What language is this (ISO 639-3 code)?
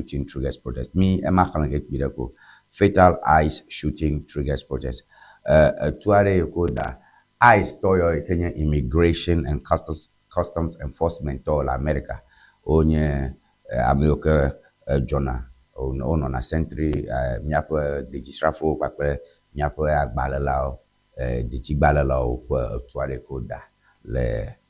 ewe